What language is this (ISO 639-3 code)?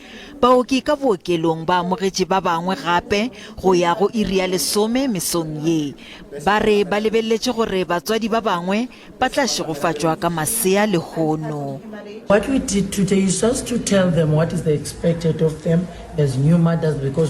nso